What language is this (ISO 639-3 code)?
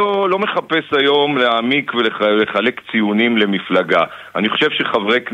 heb